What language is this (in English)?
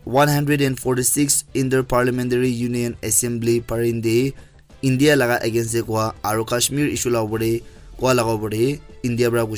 Naga Pidgin